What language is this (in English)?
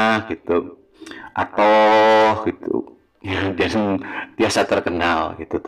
Sundanese